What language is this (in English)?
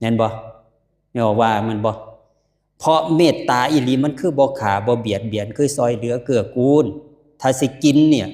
Lao